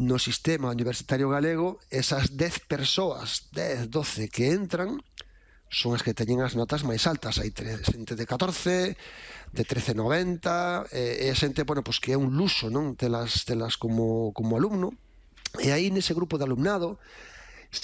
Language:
Galician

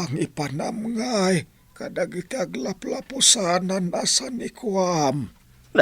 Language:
Iloko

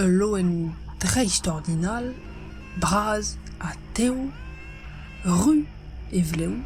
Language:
Breton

